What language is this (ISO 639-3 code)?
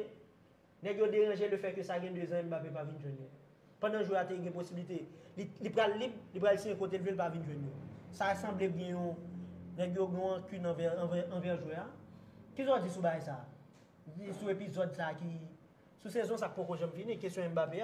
hat